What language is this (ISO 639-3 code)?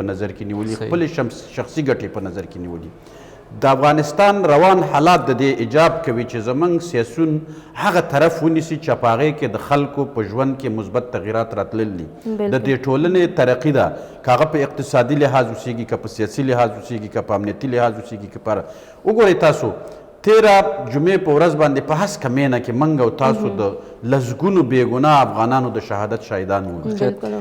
pus